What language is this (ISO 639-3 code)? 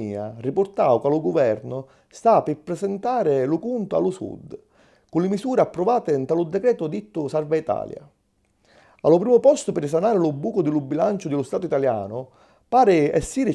scn